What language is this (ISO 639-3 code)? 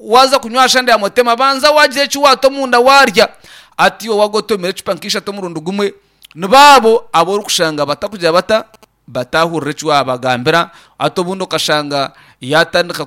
nyn